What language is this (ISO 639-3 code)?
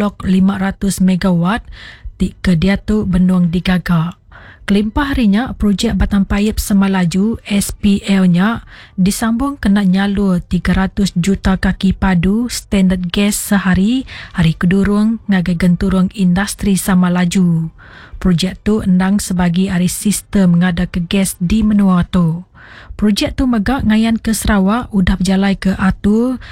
iba